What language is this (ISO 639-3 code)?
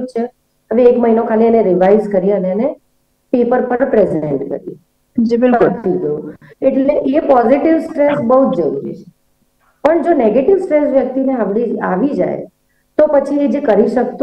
guj